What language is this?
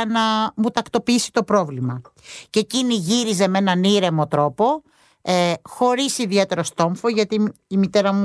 Greek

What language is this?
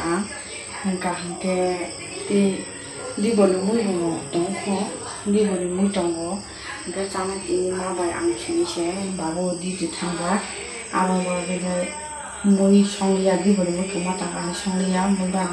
Kok Borok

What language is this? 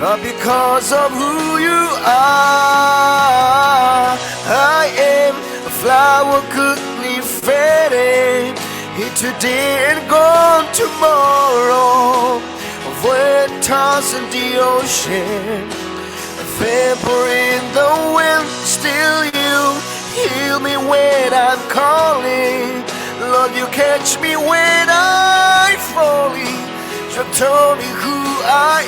Falam Chin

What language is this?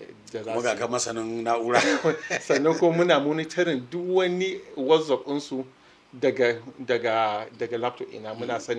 Hausa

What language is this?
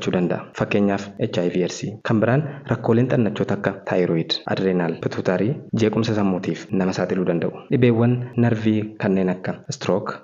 Oromo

